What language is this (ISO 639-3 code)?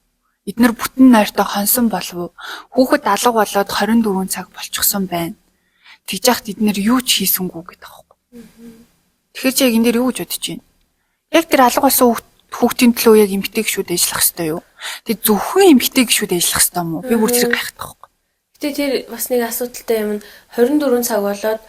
mon